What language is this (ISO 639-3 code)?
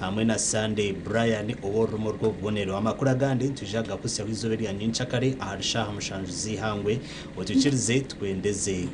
nyn